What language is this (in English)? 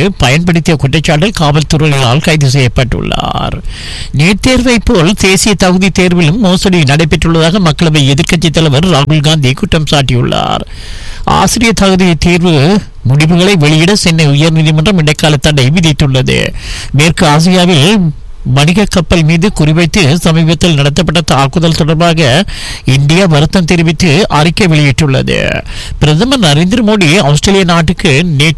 Tamil